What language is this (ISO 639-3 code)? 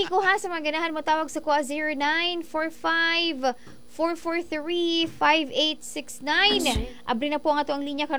ceb